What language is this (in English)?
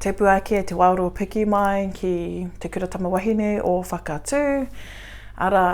Māori